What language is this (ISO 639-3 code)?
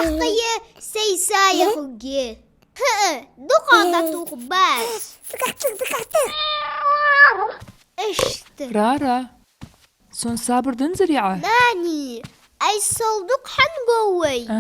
inh